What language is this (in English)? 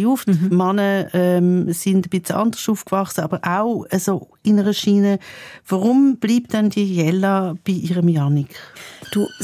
Swiss German